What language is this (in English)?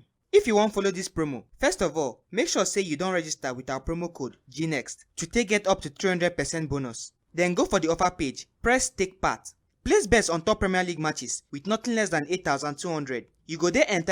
Nigerian Pidgin